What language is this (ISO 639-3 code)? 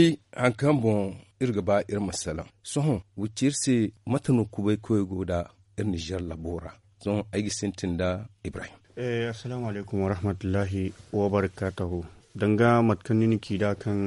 dje